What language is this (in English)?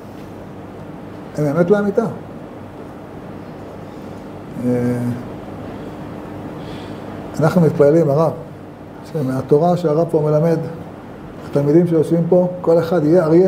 Hebrew